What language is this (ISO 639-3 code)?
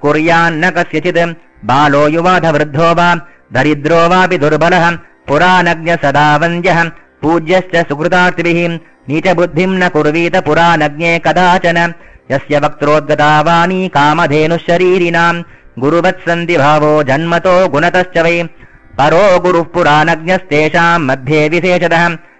san